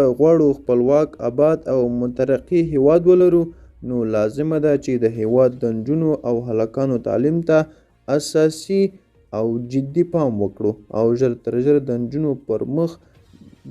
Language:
Pashto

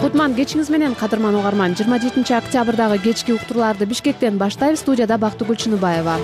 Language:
Kyrgyz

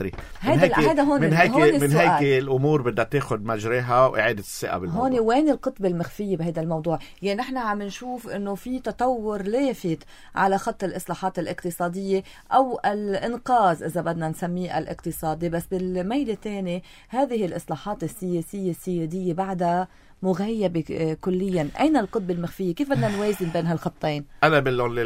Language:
North Levantine Arabic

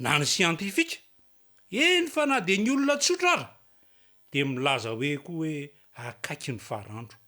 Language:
Malagasy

